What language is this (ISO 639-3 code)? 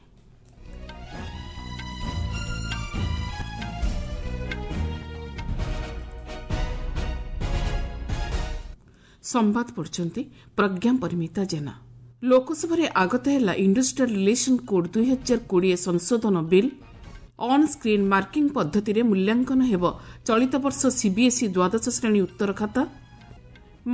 ori